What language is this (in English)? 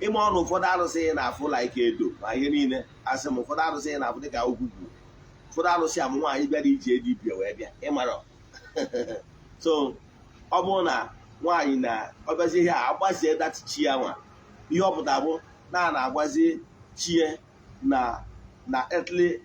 Igbo